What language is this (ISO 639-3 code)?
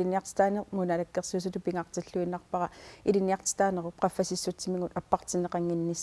kal